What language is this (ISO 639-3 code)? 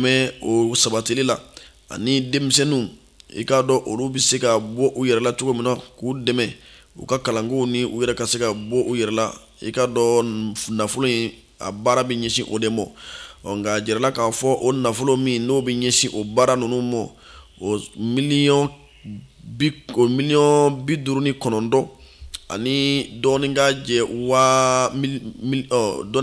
bam